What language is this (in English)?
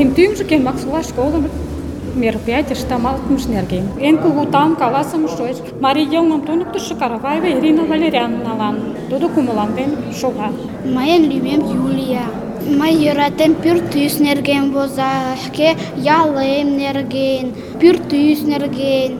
Mari